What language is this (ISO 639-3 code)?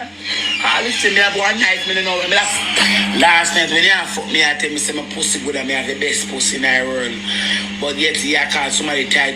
jam